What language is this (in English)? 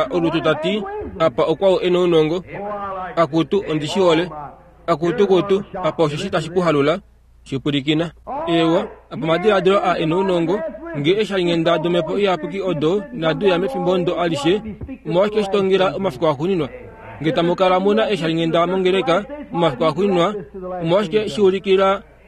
Kuanyama